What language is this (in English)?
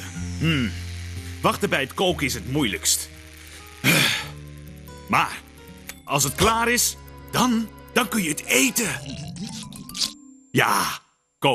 Dutch